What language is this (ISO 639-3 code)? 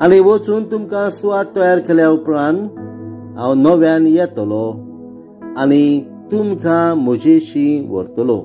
kok